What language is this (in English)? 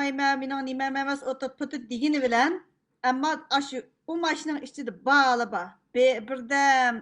Uyghur